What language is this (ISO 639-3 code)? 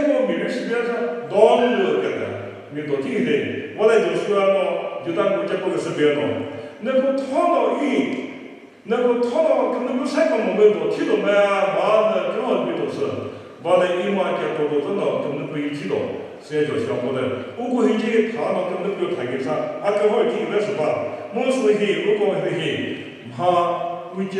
nri